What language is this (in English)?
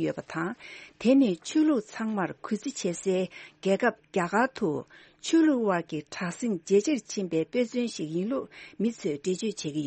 Tibetan